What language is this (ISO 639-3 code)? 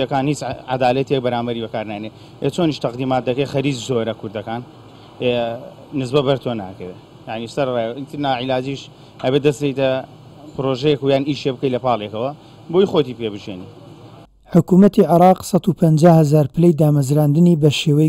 ckb